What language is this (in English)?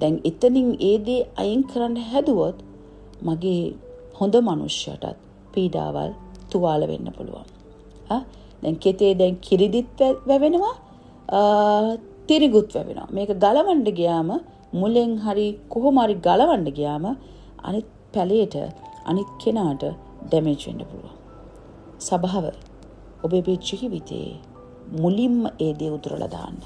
Sinhala